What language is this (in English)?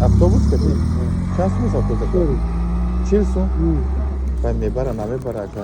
Tajik